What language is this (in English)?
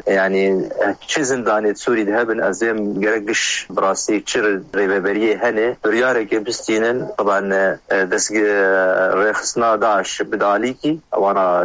Kurdish